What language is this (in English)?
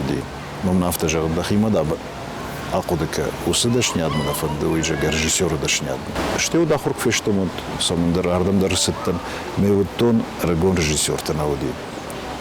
Ossetic